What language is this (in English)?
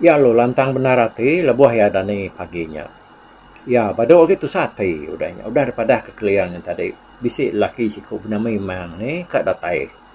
Iban